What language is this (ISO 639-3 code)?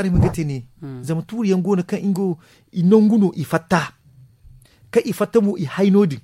dje